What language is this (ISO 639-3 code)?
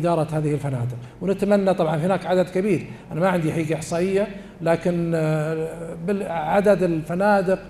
ara